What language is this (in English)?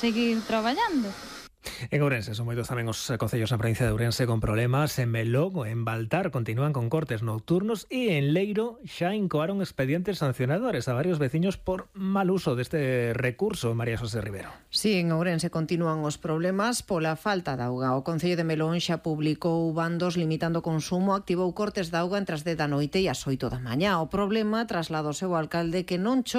Galician